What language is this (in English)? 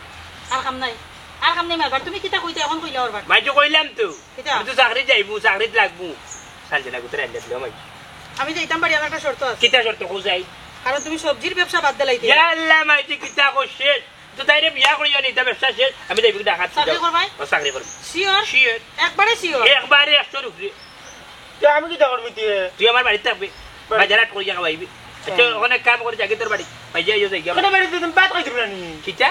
Sylheti